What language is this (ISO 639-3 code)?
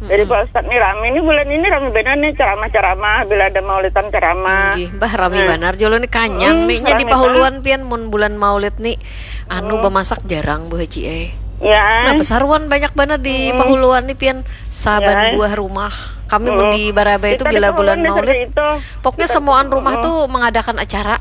bjn